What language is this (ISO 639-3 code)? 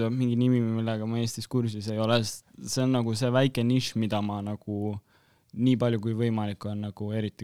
est